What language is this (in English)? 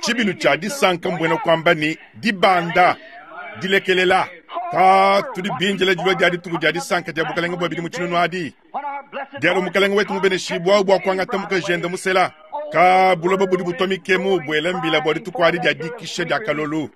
Luba-Lulua